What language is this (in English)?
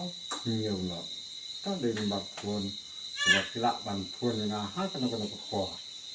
Khasi